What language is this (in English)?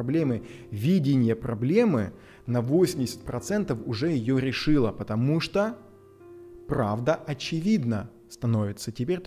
Russian